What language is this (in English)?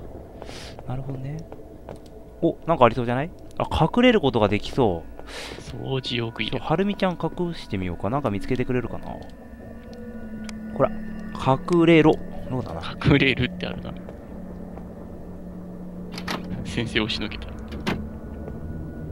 Japanese